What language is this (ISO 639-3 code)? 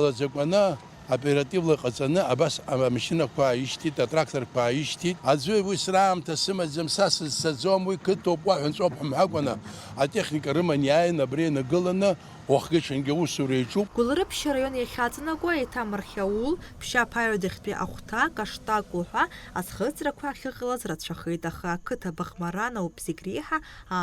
abk